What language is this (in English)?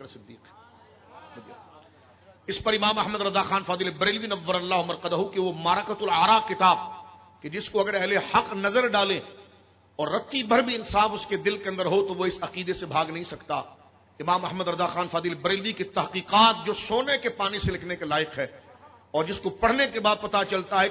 Urdu